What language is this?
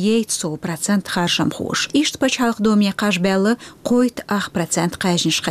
Chechen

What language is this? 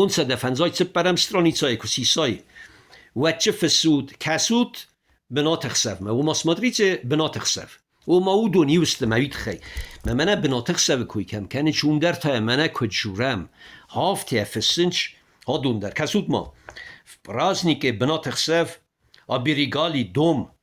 Ossetic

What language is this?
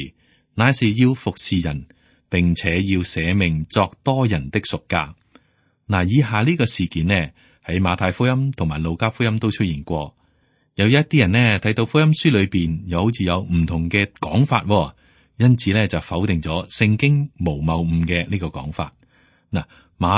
Cantonese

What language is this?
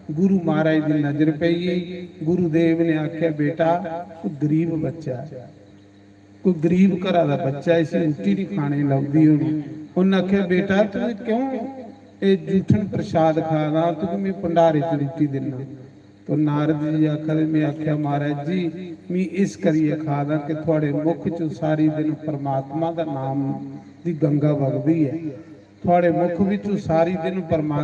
Dogri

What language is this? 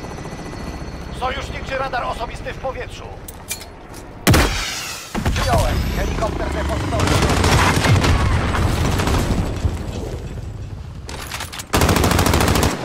Polish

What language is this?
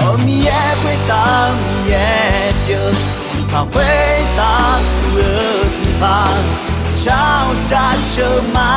Akha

